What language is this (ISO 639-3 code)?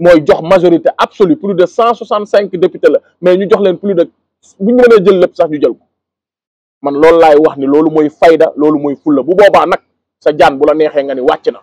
wol